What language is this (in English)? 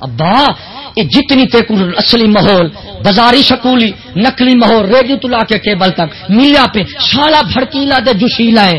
Saraiki